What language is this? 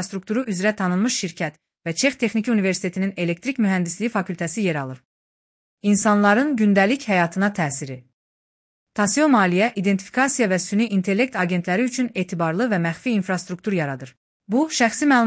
Azerbaijani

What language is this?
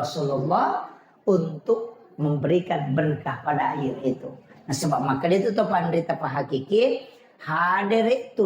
Buginese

